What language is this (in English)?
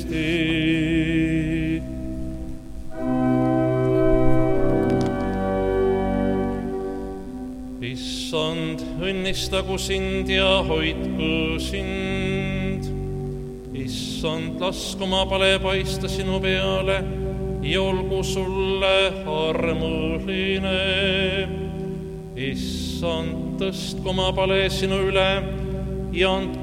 Estonian